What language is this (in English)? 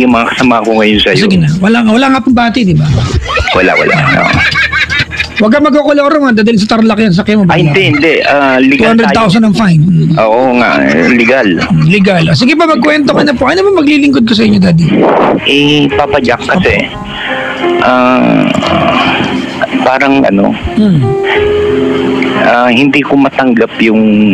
Filipino